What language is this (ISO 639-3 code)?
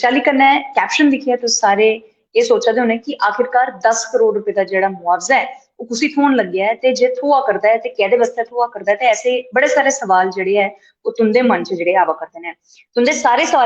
doi